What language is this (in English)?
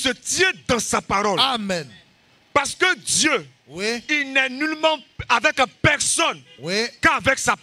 French